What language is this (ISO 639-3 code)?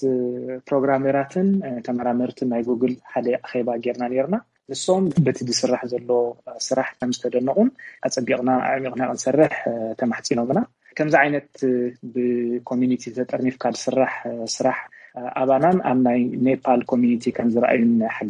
tir